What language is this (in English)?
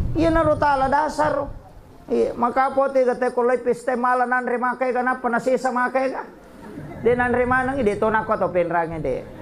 Buginese